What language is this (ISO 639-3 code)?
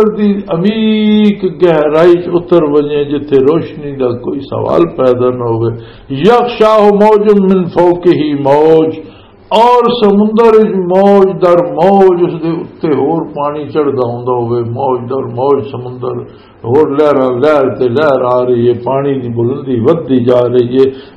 lah